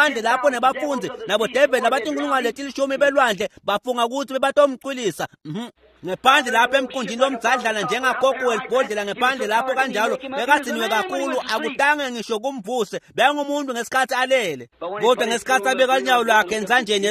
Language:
Swati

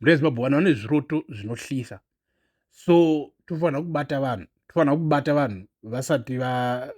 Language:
Shona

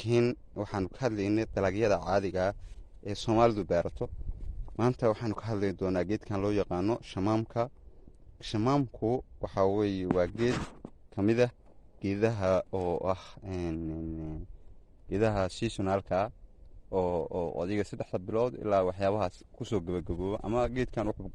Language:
Somali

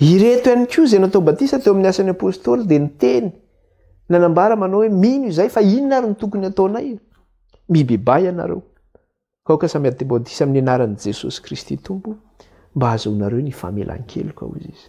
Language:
Malagasy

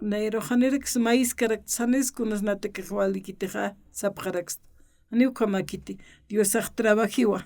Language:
Aymara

